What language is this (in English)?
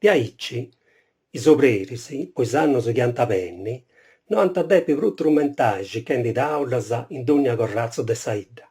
Sardinian